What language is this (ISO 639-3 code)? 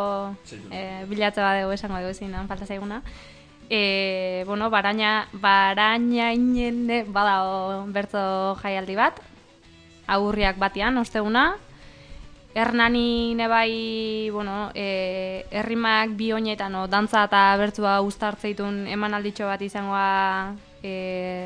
eus